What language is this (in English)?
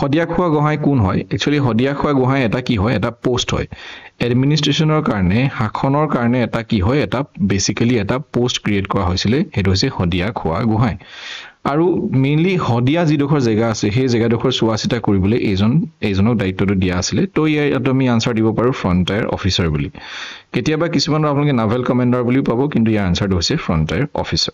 Assamese